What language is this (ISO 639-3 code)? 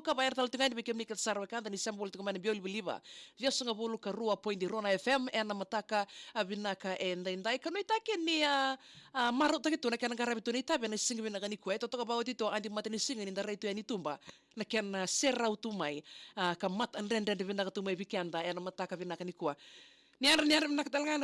fij